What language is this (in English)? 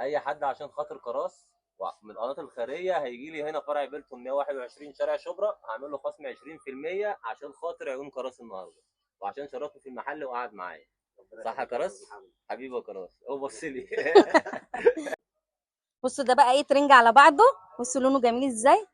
Egyptian Arabic